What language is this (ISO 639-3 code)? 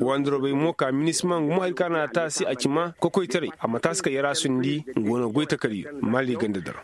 ses